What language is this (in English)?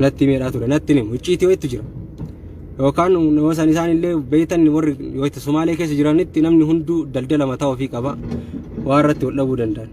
Oromo